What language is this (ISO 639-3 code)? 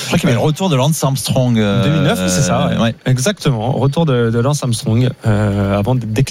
fra